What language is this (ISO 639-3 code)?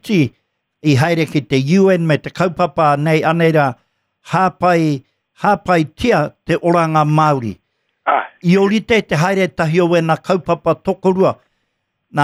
mri